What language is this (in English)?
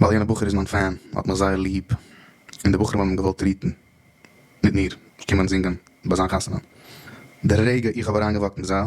Yiddish